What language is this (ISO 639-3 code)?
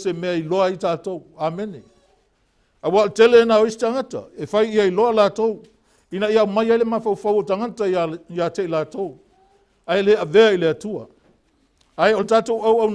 smo